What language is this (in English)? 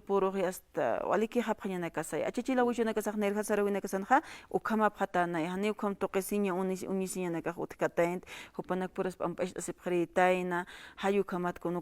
Aymara